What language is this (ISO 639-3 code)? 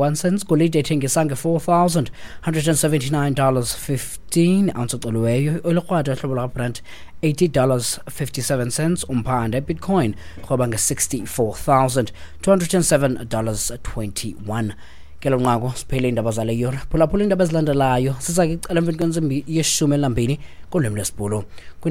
xho